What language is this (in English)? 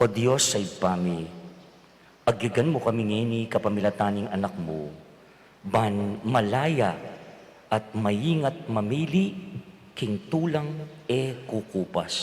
Pampanga